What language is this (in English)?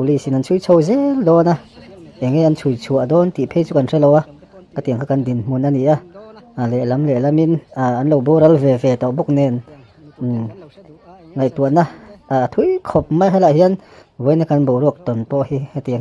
Mizo